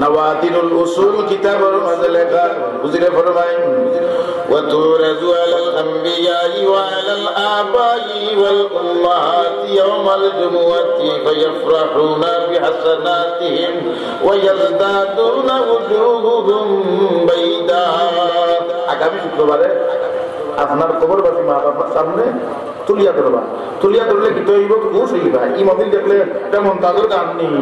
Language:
Sylheti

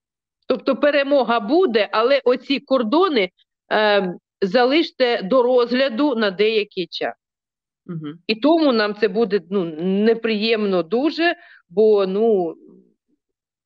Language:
Ukrainian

